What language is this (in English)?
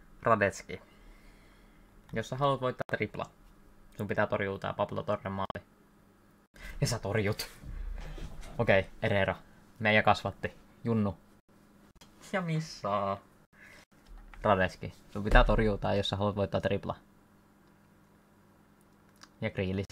Finnish